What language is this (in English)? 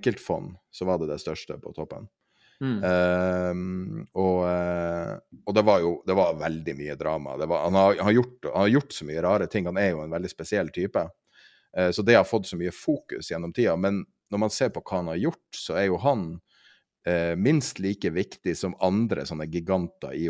Norwegian